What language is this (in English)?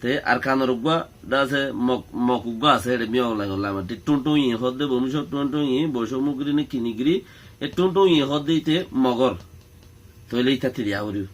Rohingya